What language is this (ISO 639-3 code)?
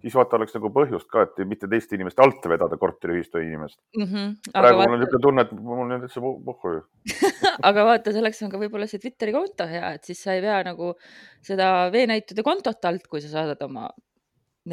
est